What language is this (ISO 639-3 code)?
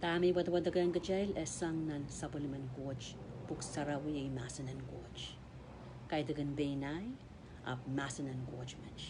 pon